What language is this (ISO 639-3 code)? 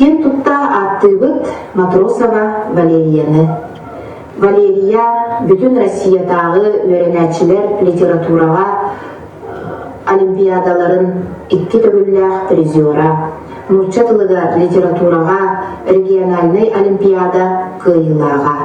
sah